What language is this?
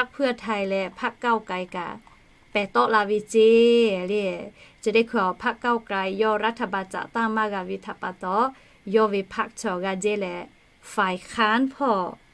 Lahu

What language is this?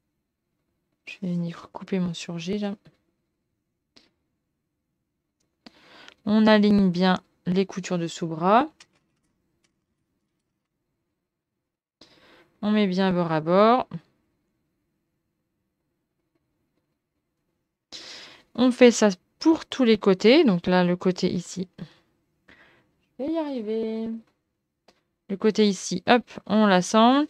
French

